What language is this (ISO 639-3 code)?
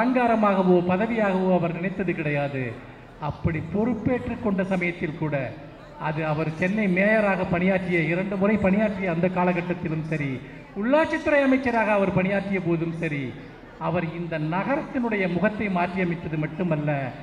tam